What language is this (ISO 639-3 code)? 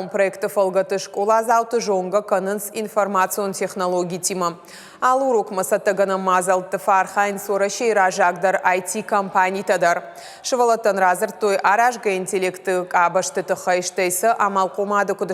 oss